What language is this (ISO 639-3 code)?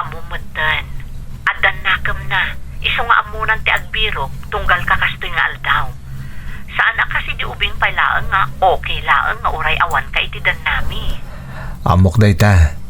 ilo